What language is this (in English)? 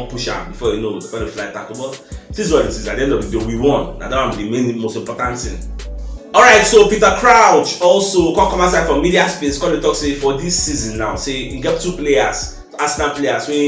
Nigerian Pidgin